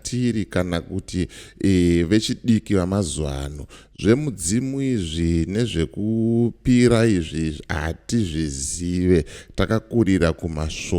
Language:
Shona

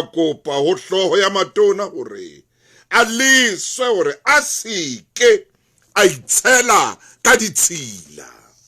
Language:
Southern Sotho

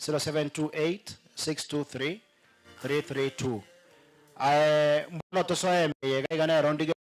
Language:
Gusii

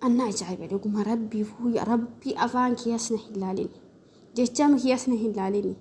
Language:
Oromo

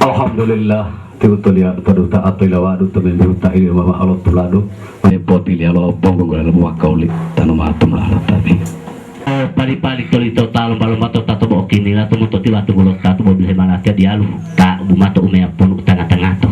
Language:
Gorontalo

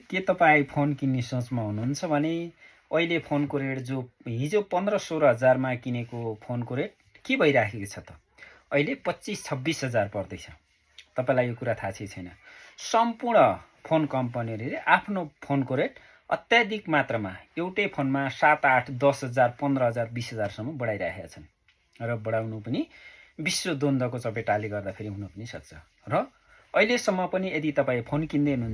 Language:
Nepali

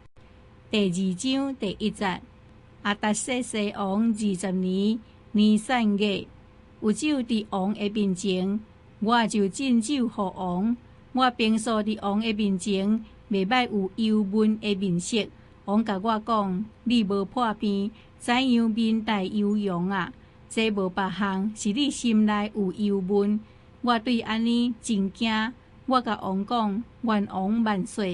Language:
Min Nan Chinese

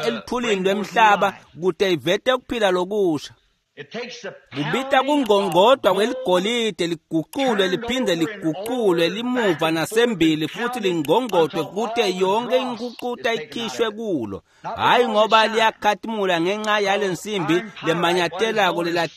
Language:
Swati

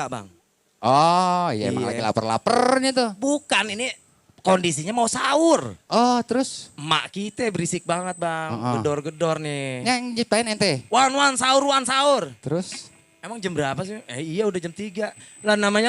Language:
Betawi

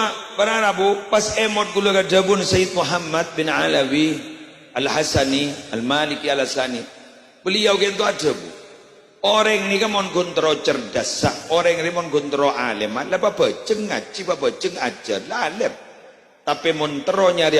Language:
Madurese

